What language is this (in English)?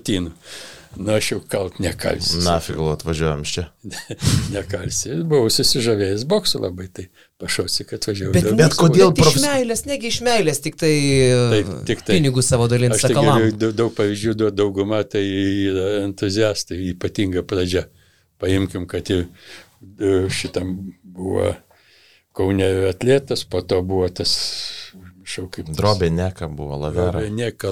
Lithuanian